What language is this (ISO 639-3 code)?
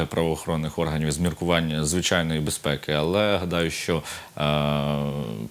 ukr